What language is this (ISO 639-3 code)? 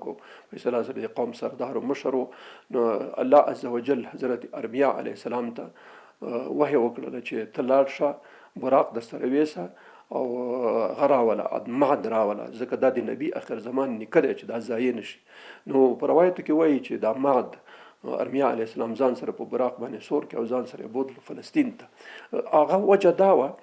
pus